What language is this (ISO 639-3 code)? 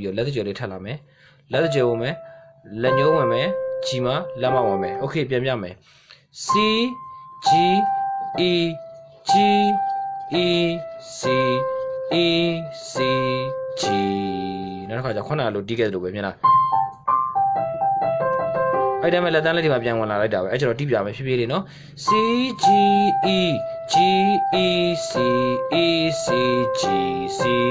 mya